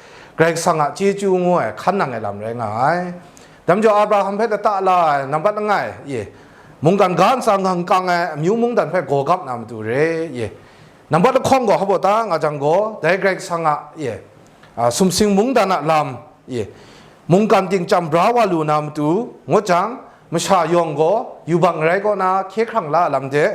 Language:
Kachin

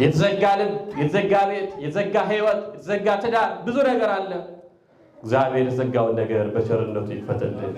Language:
Amharic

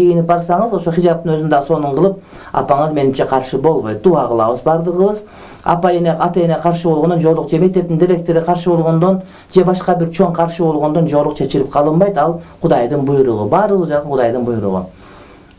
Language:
Kyrgyz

